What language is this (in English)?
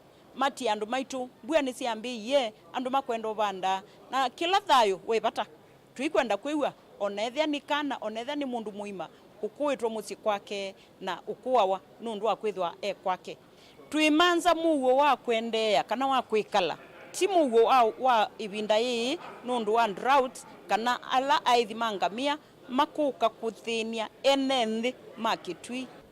Kamba